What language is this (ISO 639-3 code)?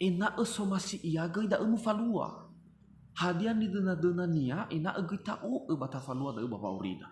nia